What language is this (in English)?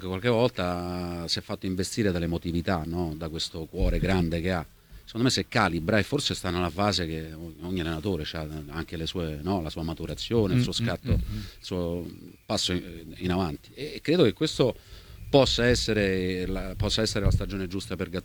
Italian